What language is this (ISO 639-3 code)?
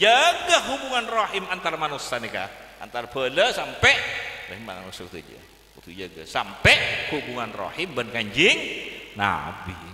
mad